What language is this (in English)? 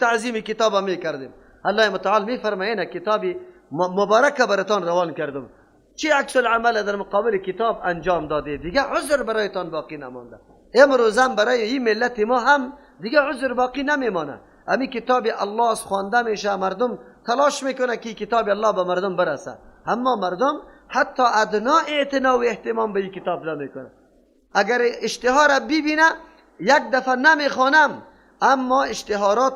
Persian